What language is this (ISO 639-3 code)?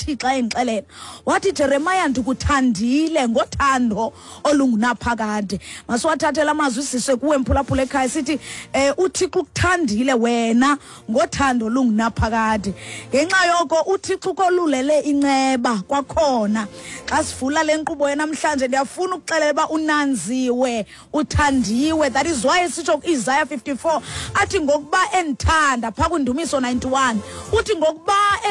xho